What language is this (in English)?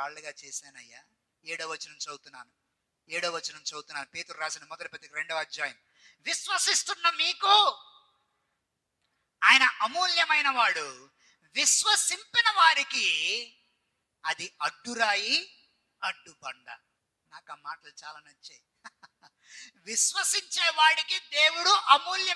Telugu